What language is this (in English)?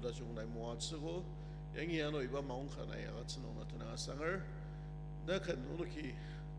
Ao Naga